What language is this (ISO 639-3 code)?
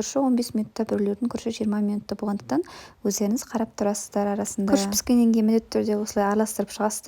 kaz